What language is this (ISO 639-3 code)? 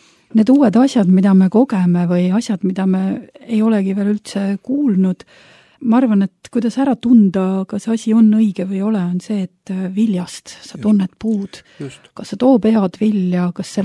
est